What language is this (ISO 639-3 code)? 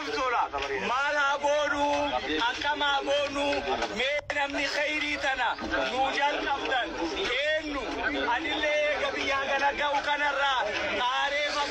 orm